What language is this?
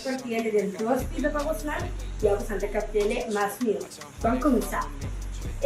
Papiamento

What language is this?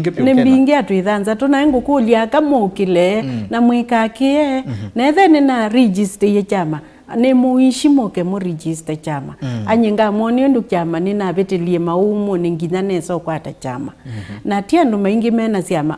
Kamba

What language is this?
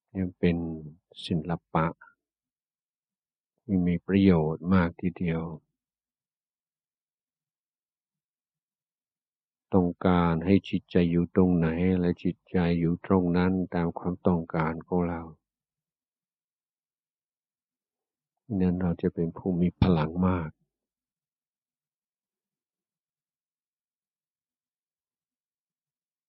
Thai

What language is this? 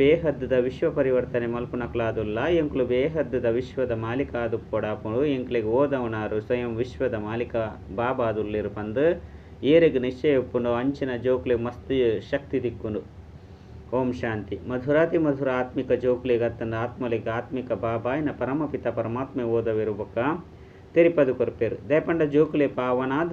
Tulu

